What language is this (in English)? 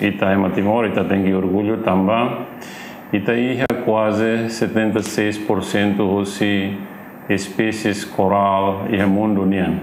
Tetum